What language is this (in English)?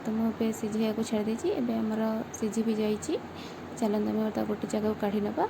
Odia